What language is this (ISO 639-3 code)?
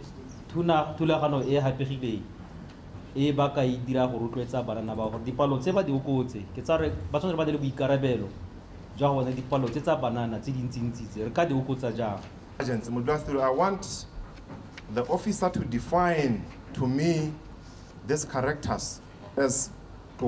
tsn